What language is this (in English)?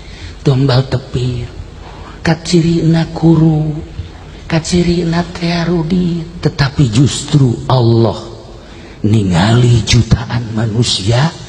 Sundanese